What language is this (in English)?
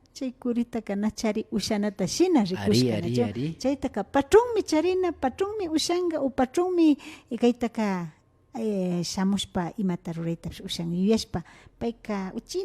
Imbabura Highland Quichua